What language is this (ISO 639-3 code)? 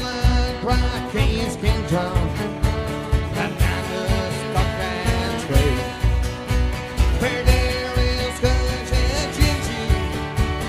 eng